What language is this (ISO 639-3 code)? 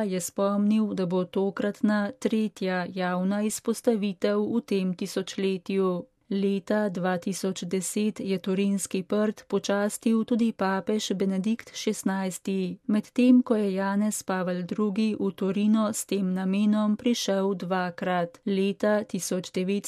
slv